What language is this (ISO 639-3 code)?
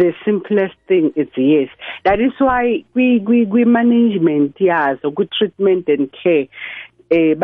nbl